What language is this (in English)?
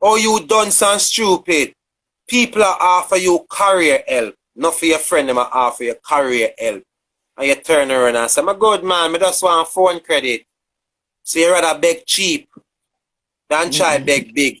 Jamaican Creole English